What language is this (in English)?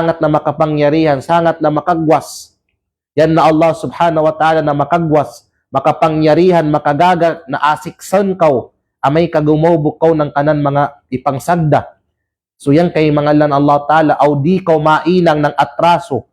Kalagan